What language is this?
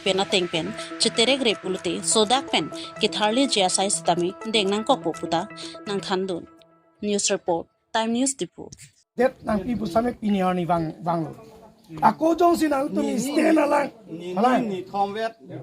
Karbi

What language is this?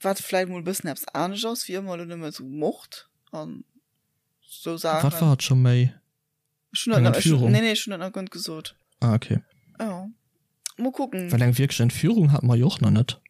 Luxembourgish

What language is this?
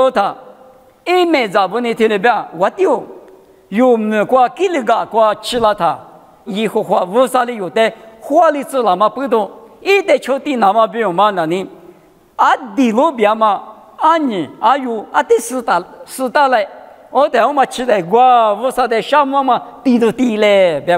Lisu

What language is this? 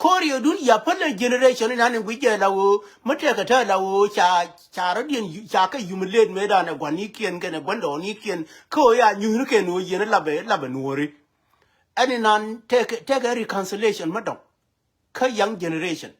Nuer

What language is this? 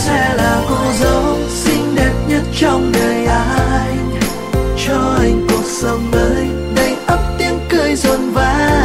Vietnamese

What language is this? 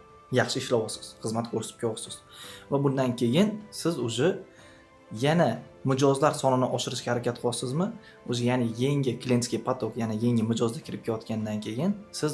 Uzbek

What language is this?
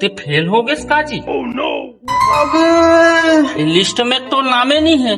Chhattisgarhi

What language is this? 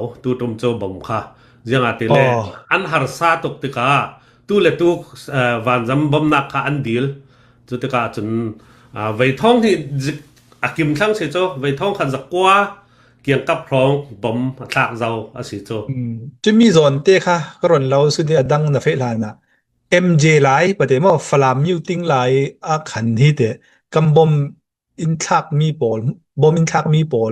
Hakha Chin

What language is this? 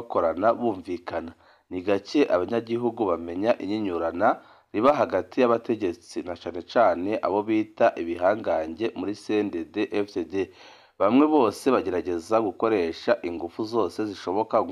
Rundi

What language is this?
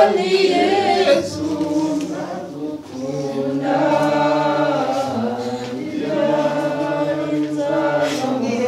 Kinyarwanda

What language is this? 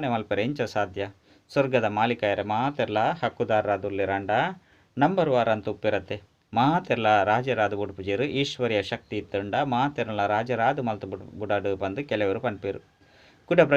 Tulu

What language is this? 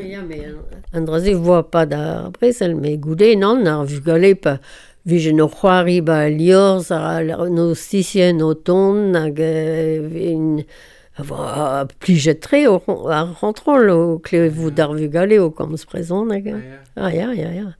Breton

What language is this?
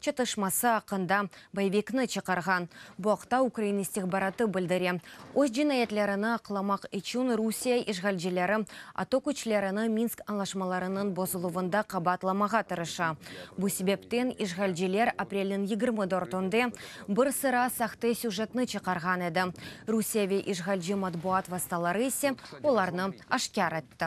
Crimean Tatar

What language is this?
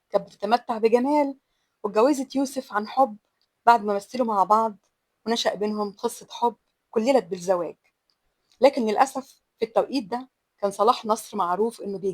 Egyptian Arabic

